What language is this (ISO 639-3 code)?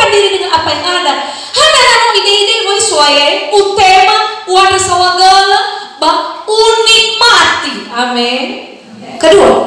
nia